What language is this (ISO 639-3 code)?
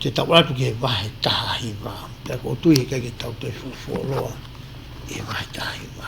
ton